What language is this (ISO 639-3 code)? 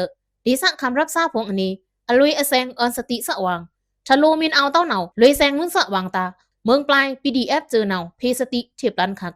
blk